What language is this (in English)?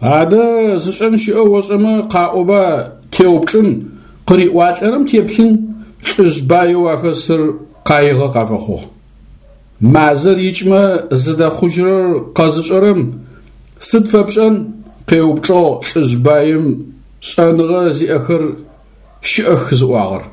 Adyghe